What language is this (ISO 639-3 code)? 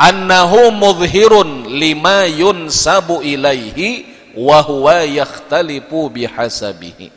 bjn